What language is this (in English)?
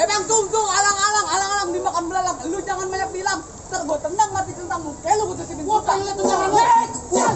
Betawi